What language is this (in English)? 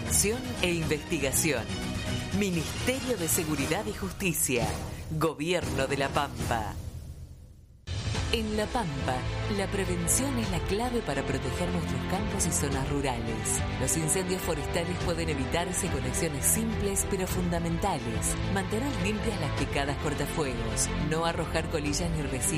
Spanish